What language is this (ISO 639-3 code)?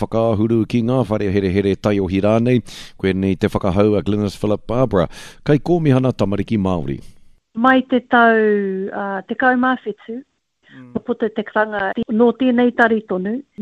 mri